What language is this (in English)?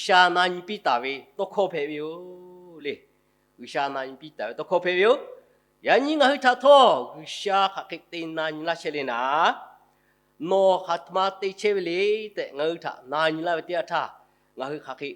Lahu